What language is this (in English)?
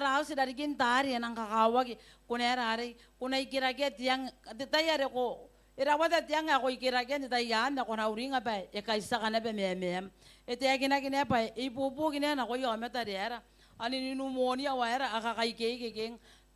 Gilbertese